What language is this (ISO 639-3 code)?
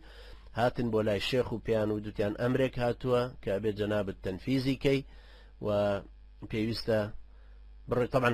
ckb